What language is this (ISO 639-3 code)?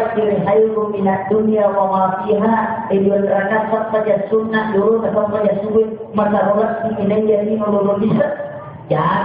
bug